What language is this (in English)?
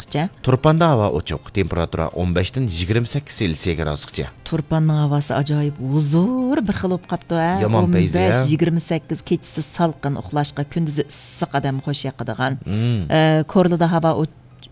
Uyghur